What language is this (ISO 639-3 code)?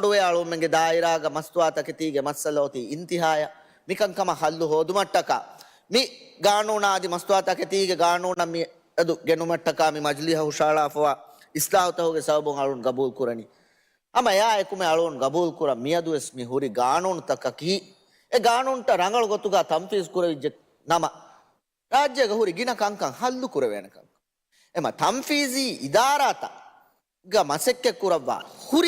div